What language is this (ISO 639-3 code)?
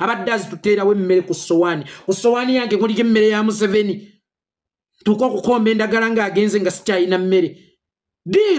lug